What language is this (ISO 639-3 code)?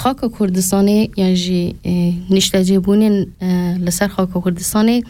kur